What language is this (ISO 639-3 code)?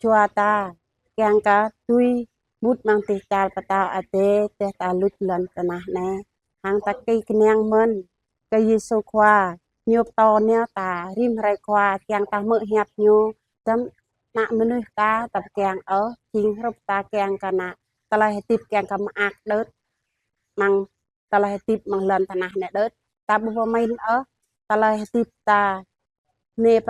jra